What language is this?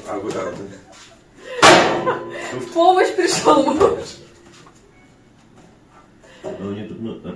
Russian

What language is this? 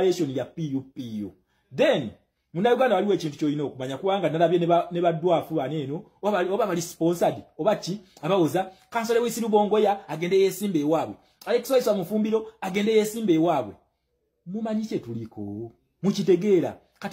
Ganda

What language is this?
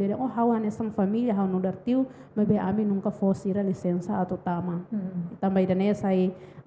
Tetum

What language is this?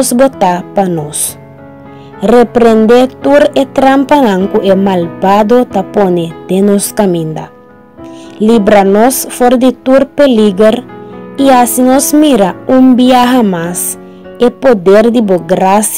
Papiamento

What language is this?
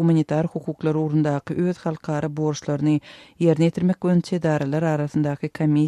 Turkmen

